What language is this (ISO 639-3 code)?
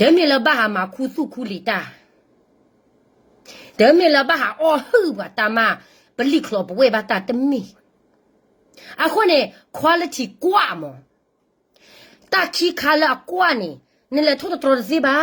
ksw